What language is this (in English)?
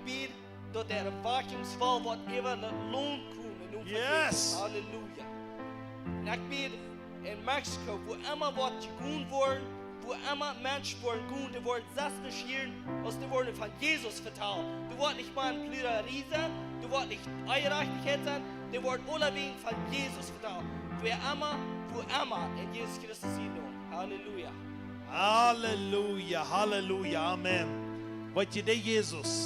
Plautdietsch